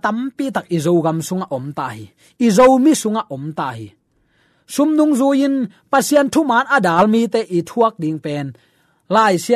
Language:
Tedim Chin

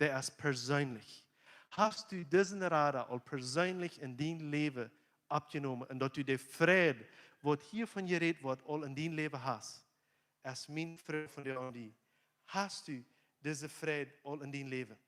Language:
Plautdietsch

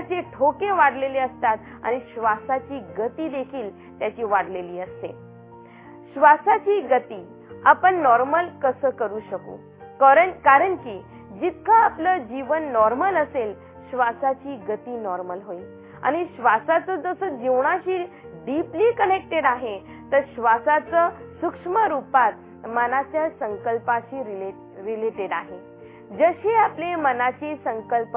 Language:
Marathi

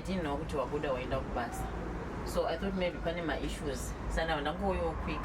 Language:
Shona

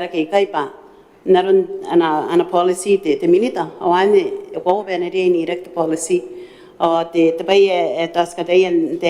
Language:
Gilbertese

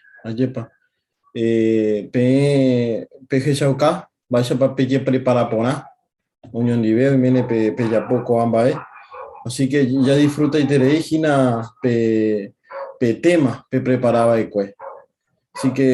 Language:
Guarani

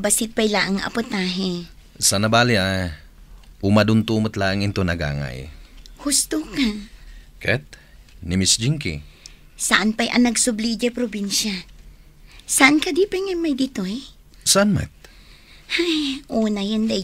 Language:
Iloko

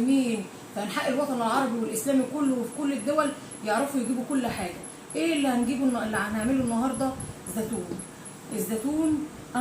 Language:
Egyptian Arabic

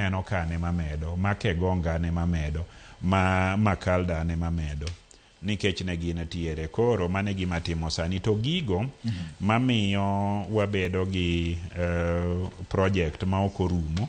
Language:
Luo (Kenya and Tanzania)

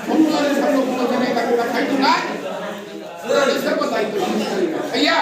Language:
Kok Borok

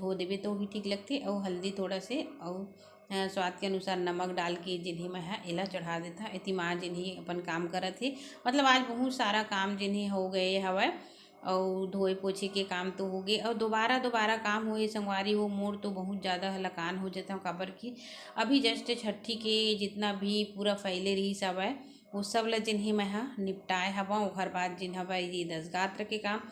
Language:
Chhattisgarhi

